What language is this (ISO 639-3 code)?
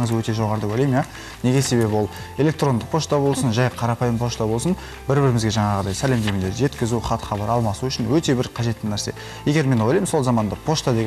kaz